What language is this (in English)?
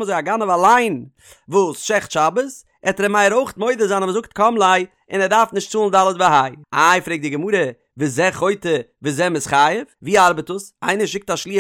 Yiddish